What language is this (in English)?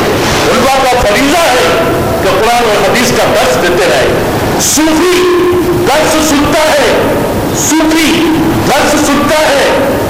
Urdu